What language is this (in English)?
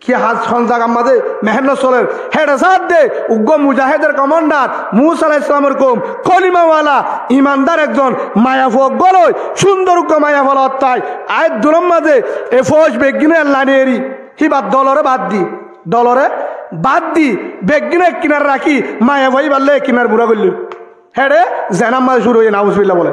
Rohingya